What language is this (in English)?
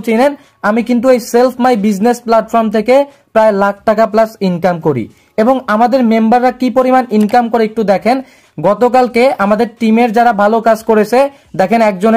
Bangla